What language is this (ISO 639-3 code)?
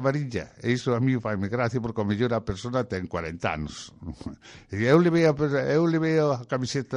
glg